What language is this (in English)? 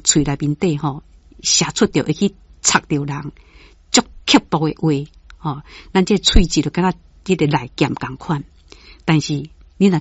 Min Nan Chinese